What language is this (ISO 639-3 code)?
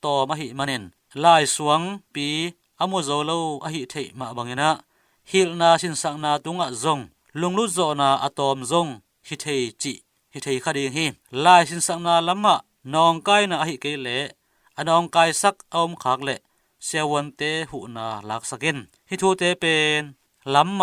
ctd